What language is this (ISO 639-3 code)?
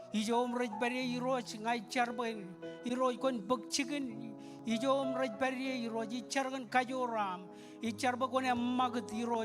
mah